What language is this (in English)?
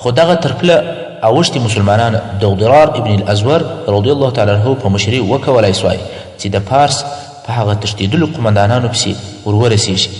Pashto